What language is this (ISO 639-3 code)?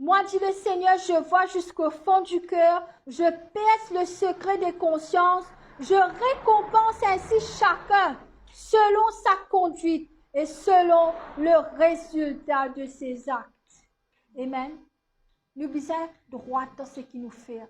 mfe